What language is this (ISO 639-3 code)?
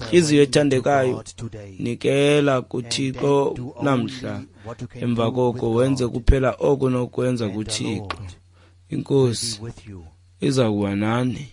xho